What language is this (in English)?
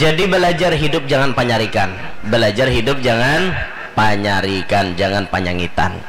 Banjar